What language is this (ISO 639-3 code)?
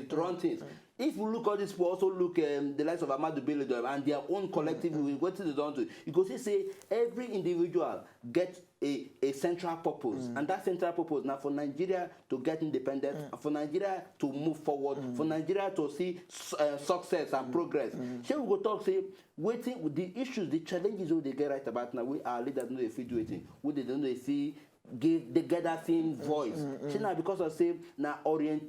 pcm